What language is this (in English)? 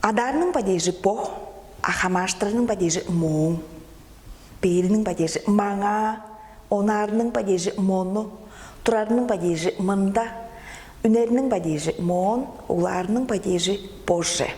Tuvinian